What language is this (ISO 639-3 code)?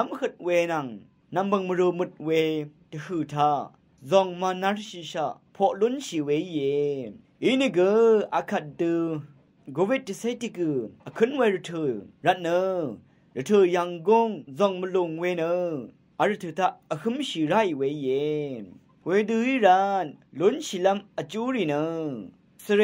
raw